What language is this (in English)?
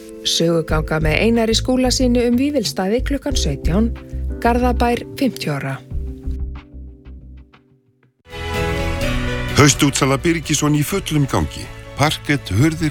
Icelandic